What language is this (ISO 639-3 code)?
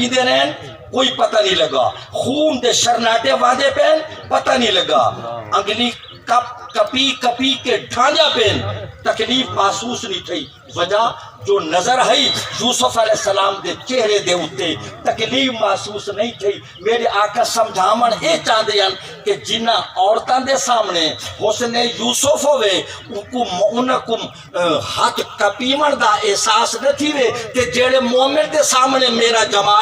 skr